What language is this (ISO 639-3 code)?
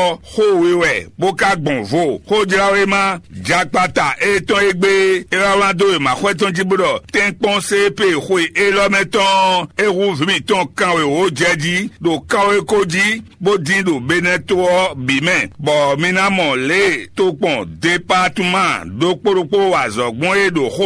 fon